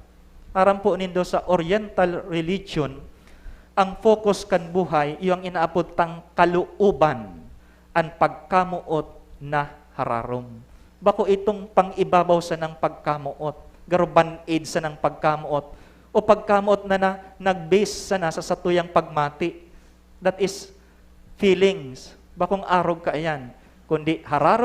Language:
Bikol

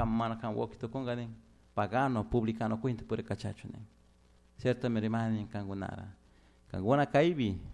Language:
Chimborazo Highland Quichua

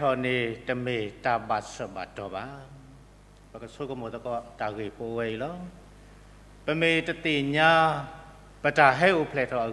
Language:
S'gaw Karen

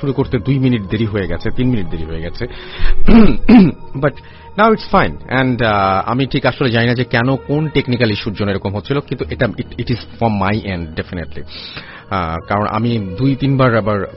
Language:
Bangla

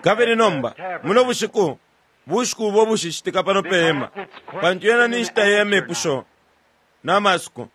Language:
Bemba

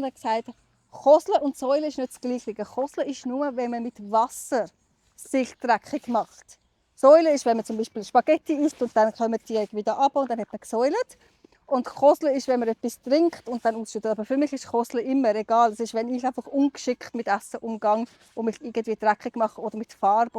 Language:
Swiss German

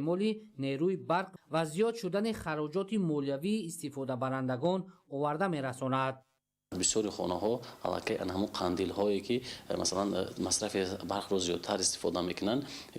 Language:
Tajik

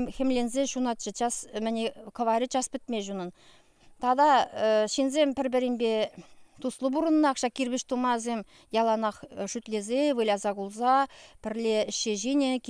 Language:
Chuvash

